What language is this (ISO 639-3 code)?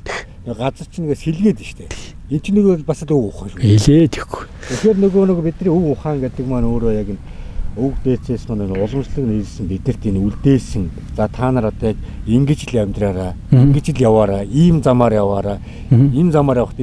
mon